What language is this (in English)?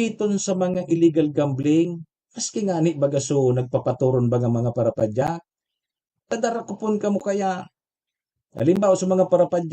Bikol